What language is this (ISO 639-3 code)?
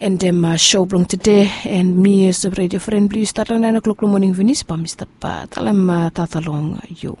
bis